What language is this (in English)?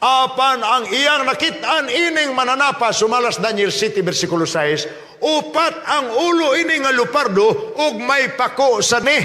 Cebuano